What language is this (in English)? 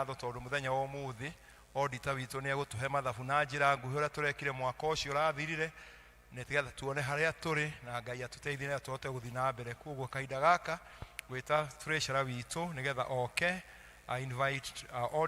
Kikuyu